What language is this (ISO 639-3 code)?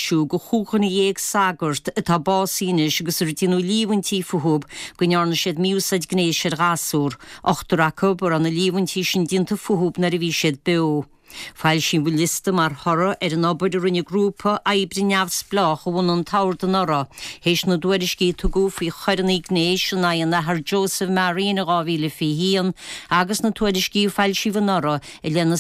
gle